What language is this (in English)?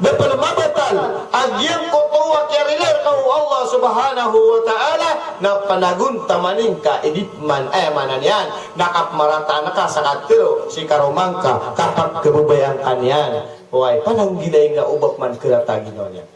Maranao